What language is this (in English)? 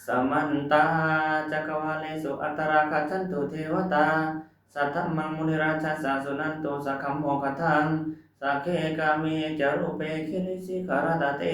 Pali